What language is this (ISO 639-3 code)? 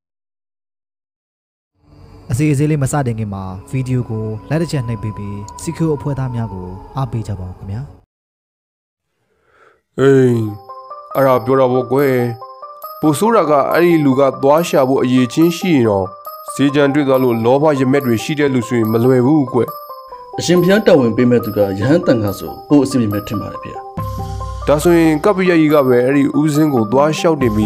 mya